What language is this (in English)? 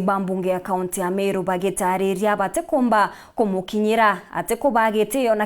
Meru